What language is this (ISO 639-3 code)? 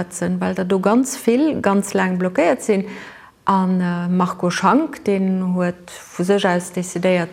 ltz